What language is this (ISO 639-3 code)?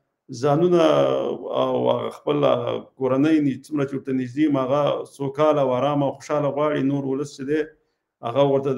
pus